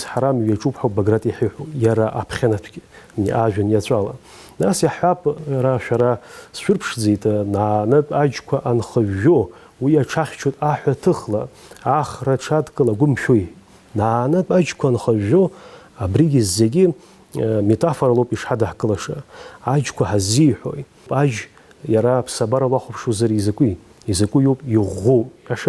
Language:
Abkhazian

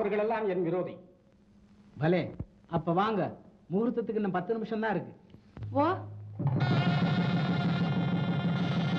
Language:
Tamil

